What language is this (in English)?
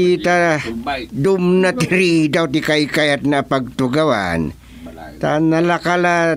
Iloko